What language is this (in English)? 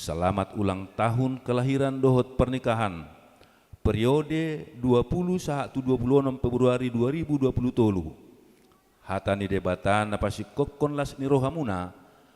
Batak Toba